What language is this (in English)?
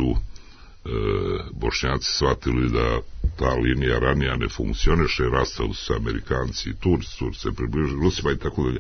Serbian